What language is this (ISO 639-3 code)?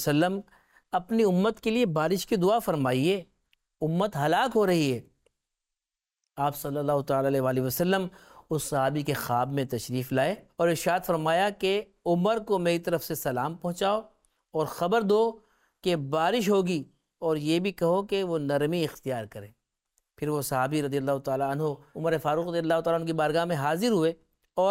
urd